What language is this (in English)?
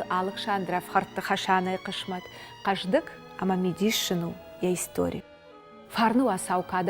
Ossetic